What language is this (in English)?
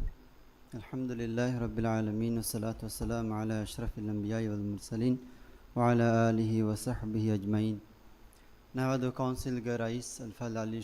Divehi